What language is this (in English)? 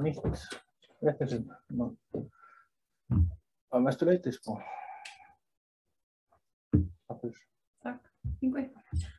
Icelandic